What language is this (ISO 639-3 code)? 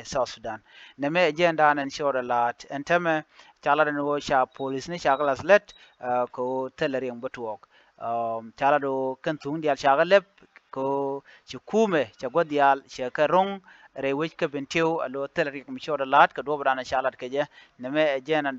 nus